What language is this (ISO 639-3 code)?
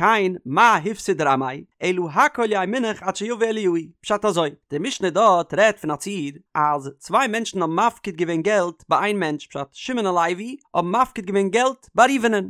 yid